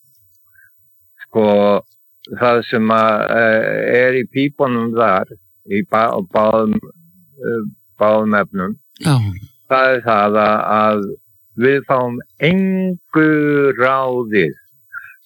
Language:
Icelandic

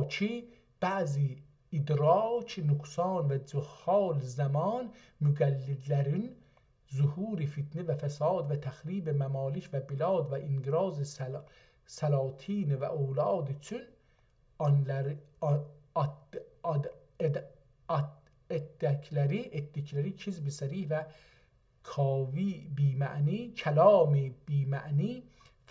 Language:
South Azerbaijani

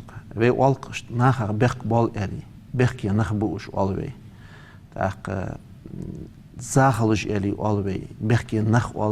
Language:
Ingush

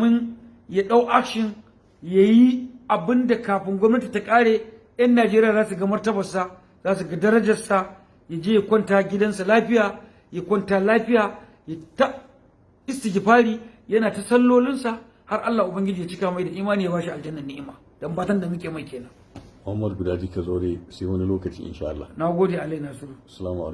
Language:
Hausa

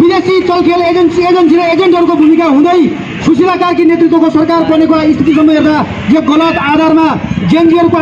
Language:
Nepali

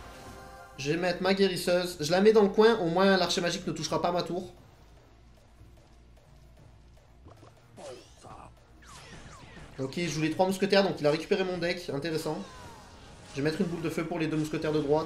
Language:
French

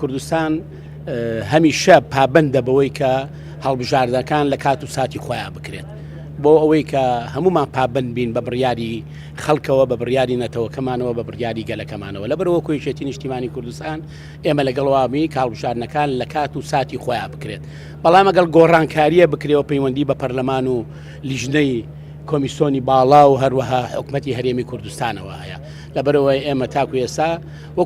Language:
Central Kurdish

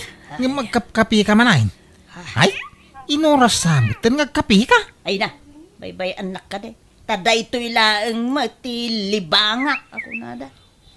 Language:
Iloko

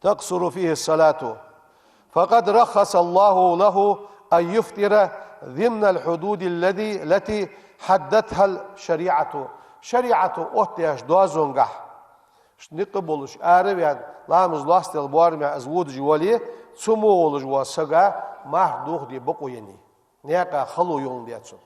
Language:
Ingush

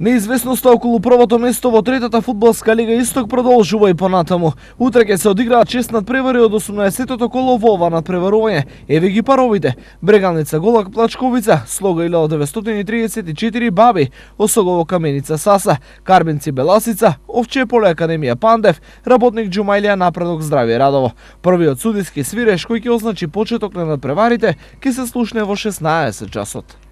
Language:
Macedonian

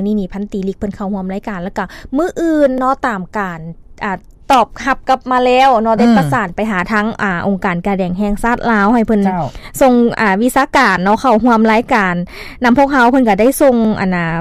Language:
Lao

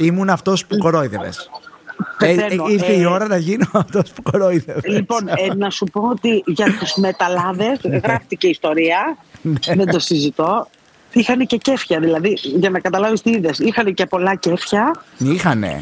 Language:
Greek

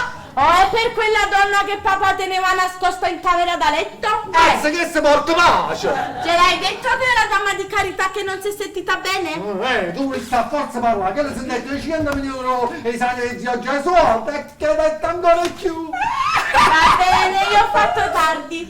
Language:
Neapolitan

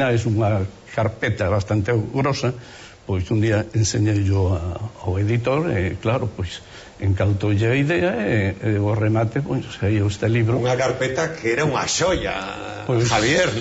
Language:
Galician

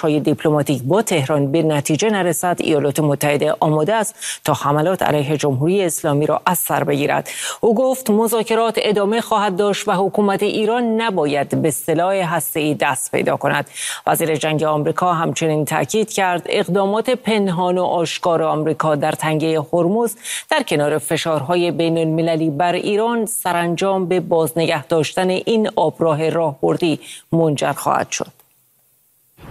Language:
Persian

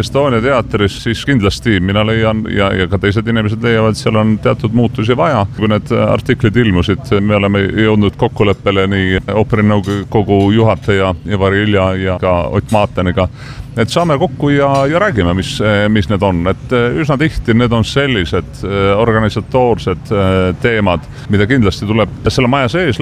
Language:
Estonian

